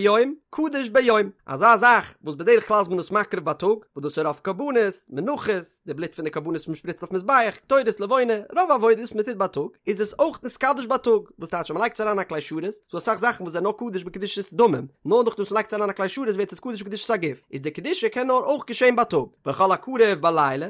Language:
Yiddish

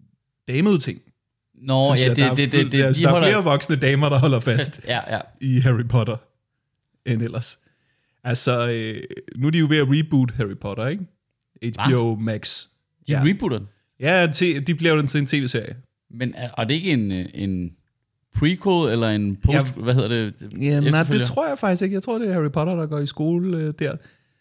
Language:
Danish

